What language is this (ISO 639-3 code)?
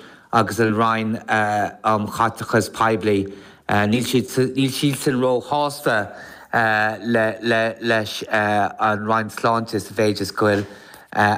gle